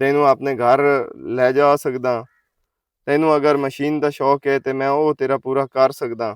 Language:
Western Panjabi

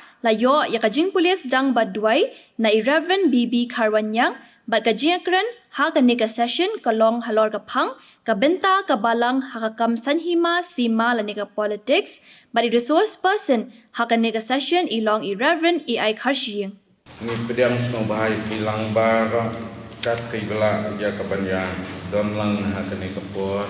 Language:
Khasi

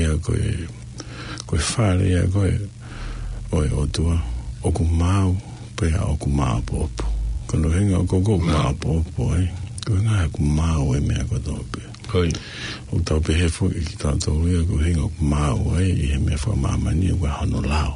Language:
Tongan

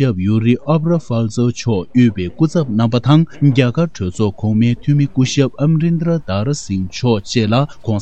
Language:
Tibetan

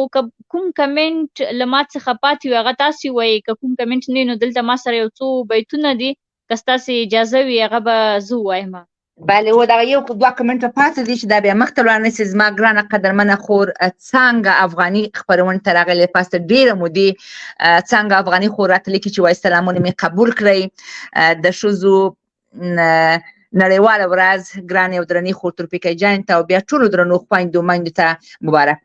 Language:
Pashto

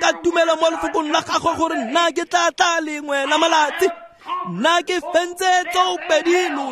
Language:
Tswana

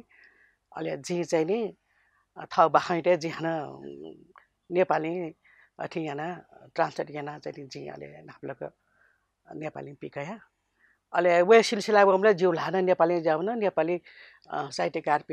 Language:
Newari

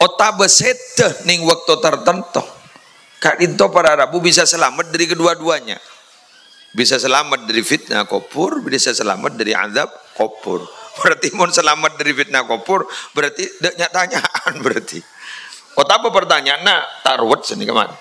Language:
Madurese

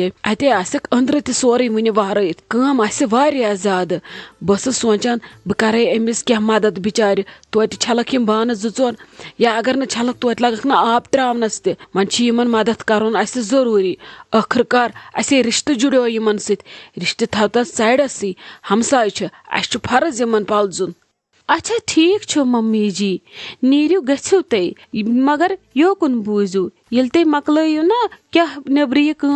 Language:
Kashmiri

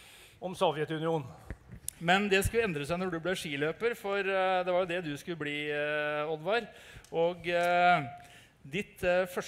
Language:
Norwegian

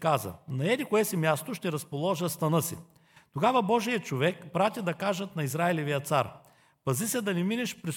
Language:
Bulgarian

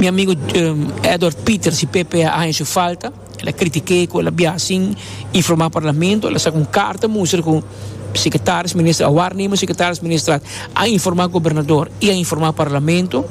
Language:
Papiamento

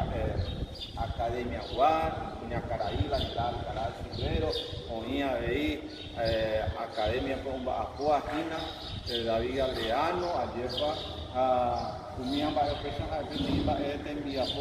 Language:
Guarani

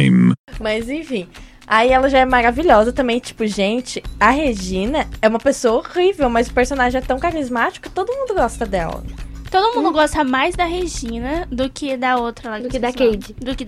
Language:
Portuguese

